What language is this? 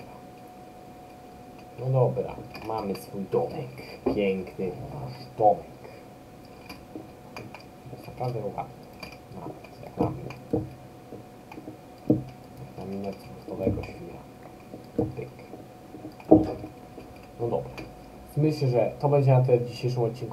Polish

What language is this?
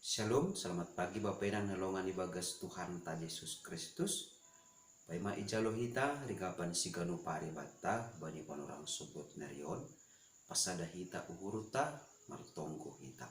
Batak Simalungun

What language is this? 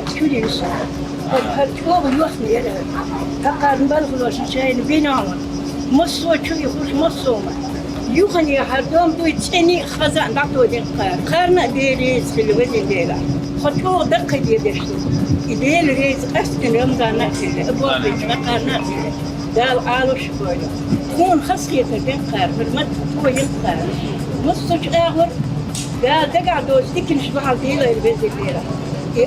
Chechen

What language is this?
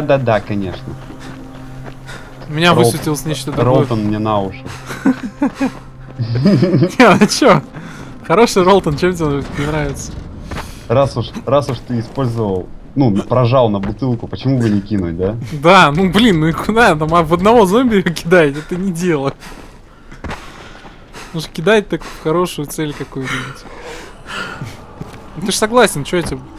Russian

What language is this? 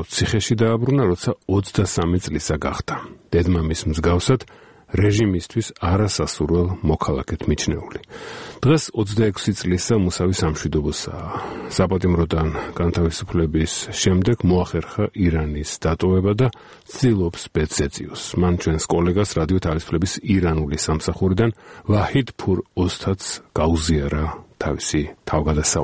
Georgian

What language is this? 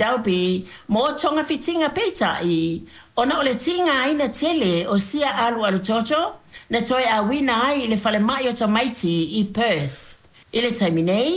Samoan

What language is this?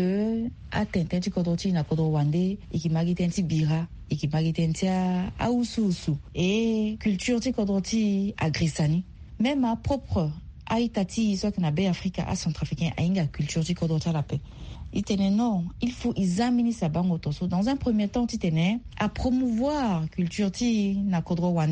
Sango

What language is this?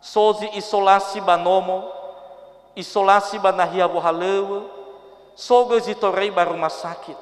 Nias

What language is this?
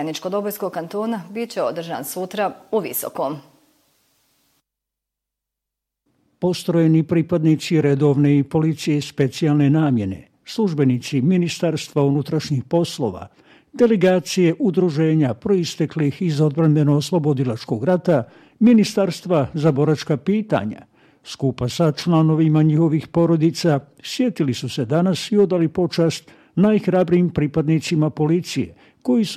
Bosnian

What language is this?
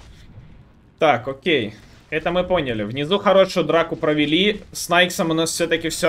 Russian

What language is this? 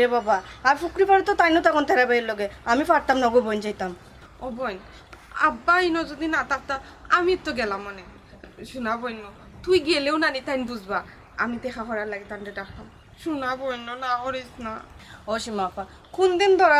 Sylheti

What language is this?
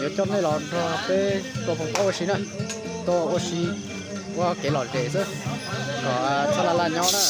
Hmong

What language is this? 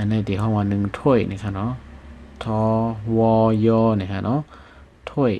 Shan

